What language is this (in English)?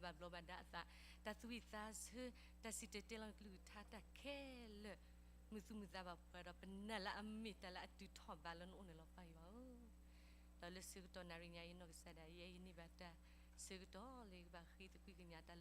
S'gaw Karen